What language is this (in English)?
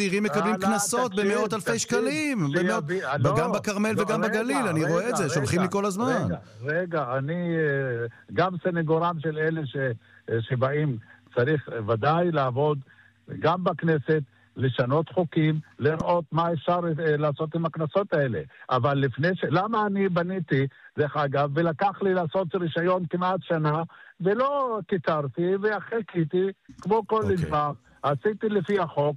Hebrew